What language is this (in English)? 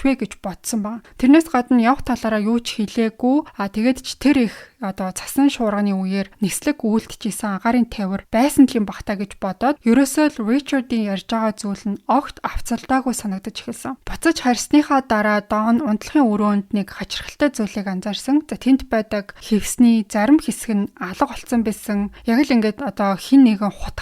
Mongolian